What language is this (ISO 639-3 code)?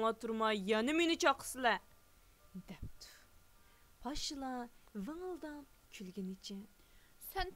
uig